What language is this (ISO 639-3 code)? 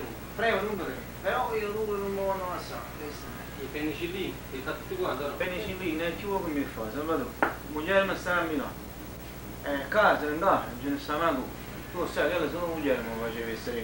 nap